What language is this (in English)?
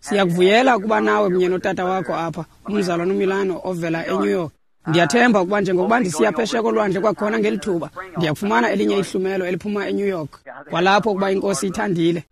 Xhosa